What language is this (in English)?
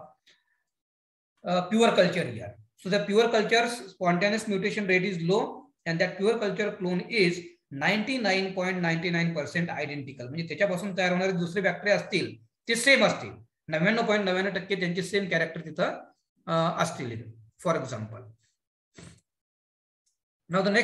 Marathi